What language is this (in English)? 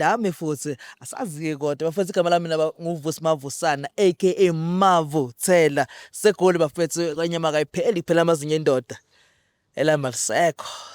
Zulu